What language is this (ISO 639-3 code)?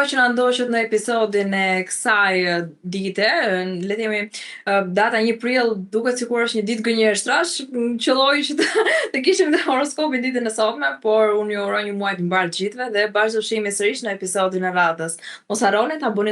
sqi